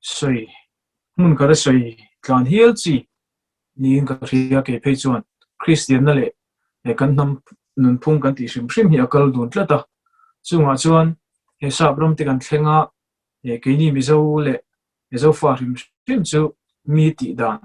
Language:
Mizo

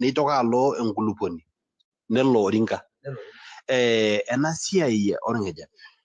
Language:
Masai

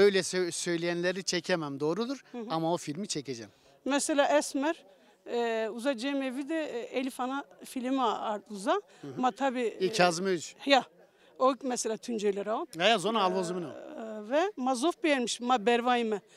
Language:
Zaza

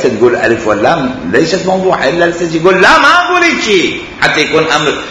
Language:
Mesopotamian Arabic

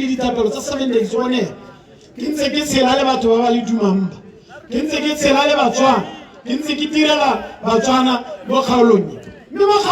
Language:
Tswana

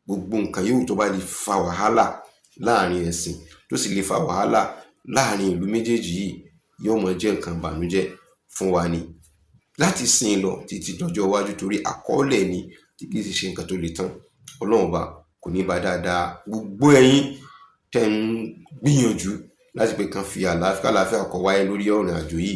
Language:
Yoruba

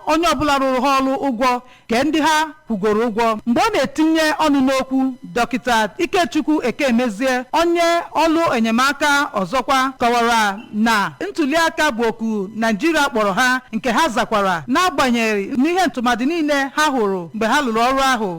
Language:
Igbo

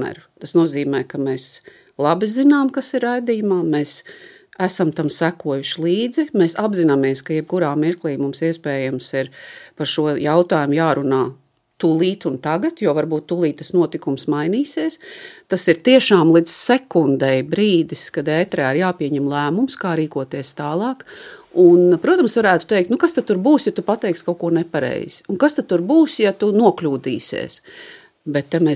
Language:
Latvian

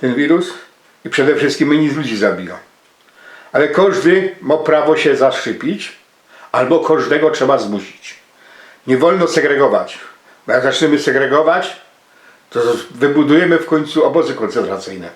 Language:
Silesian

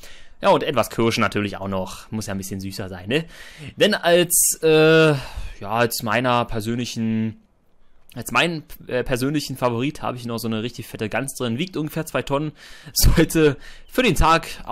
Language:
German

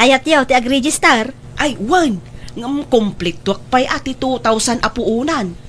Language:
Iloko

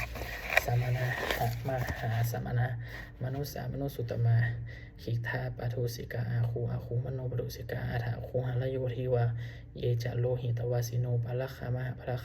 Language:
Pali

